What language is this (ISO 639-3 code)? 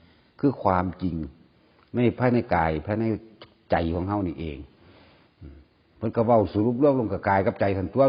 tts